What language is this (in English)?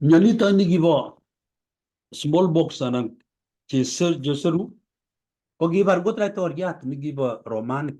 Kalenjin